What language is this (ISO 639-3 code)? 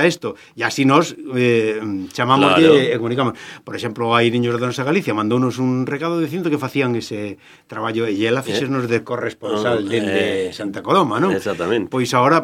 glg